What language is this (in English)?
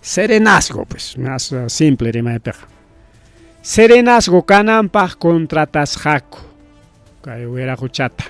Ayacucho Quechua